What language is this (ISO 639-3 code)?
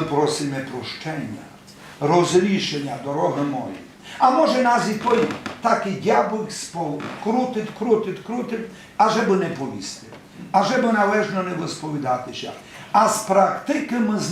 rue